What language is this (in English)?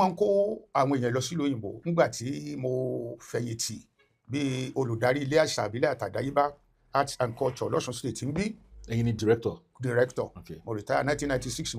Yoruba